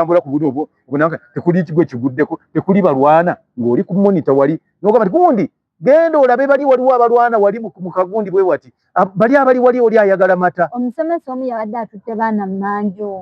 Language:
Ganda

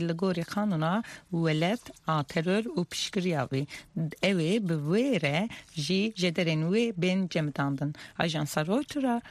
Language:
Kurdish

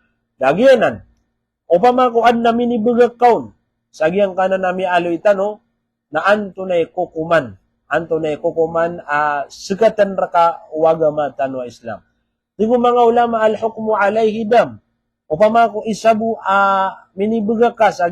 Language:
Maranao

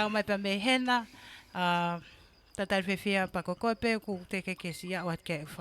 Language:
Tongan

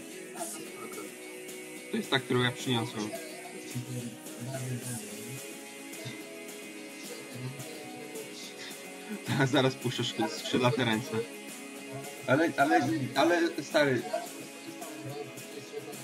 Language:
Polish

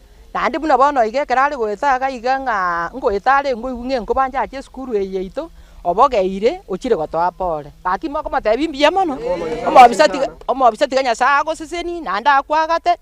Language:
Gusii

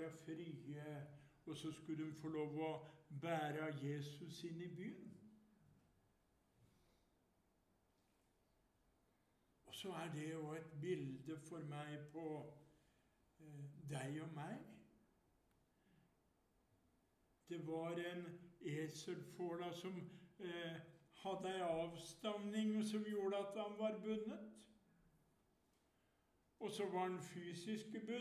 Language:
Norwegian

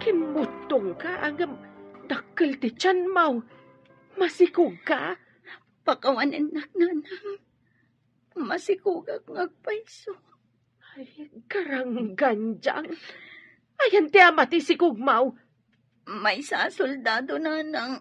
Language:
Iloko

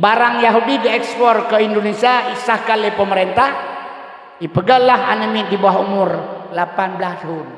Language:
Achinese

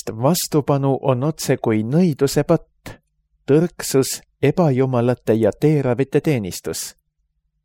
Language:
Estonian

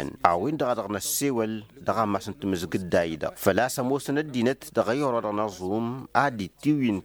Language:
Tamasheq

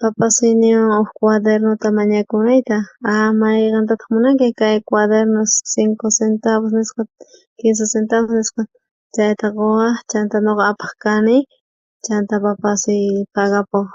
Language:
South Bolivian Quechua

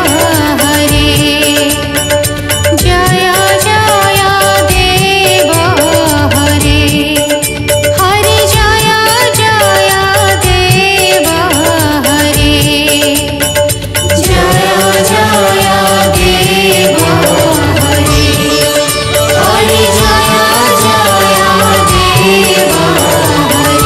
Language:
Odia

